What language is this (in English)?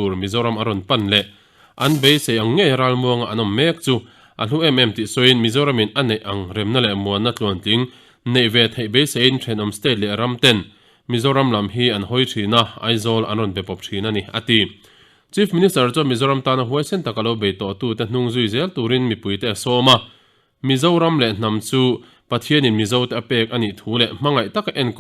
Mizo